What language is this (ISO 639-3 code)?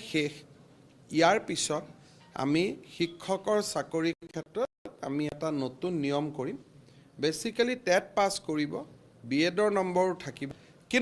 asm